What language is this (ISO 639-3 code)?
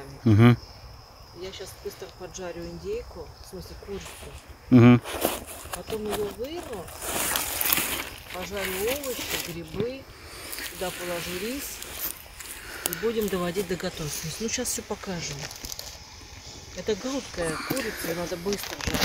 rus